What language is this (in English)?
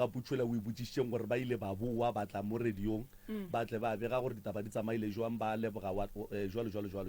Northern Sotho